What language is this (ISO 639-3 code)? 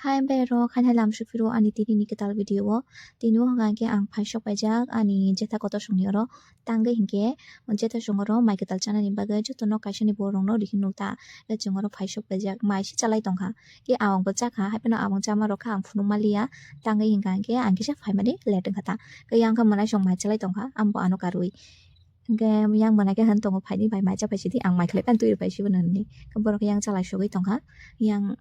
trp